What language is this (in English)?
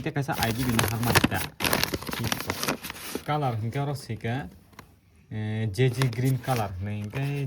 Kok Borok